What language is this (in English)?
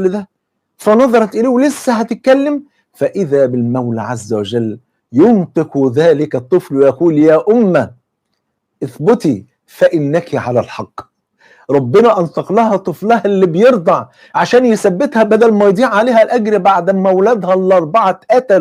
Egyptian Arabic